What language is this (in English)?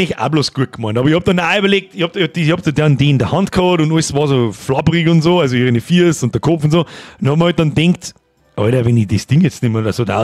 Bavarian